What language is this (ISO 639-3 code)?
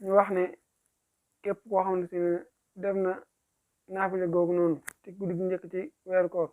wol